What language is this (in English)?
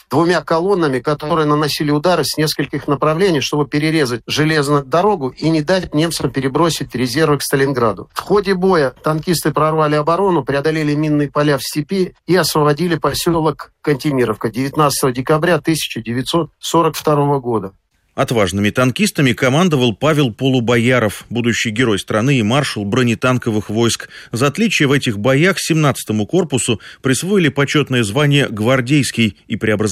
Russian